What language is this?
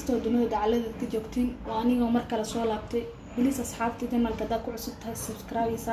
Somali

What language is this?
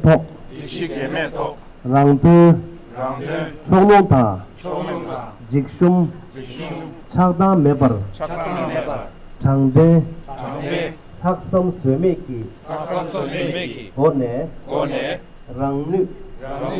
Tibetan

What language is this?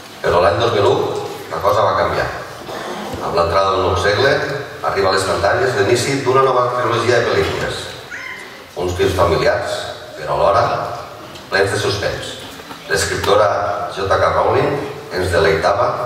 Catalan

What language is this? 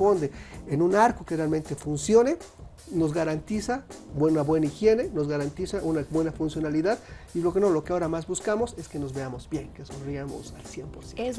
Spanish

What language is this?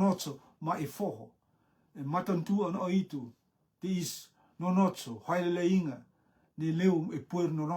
Rotuman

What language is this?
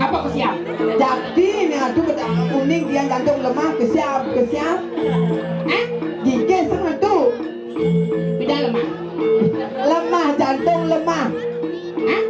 Balinese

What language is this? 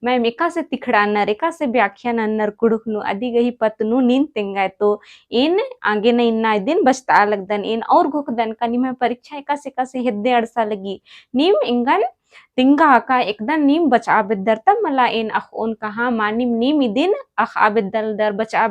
Kurukh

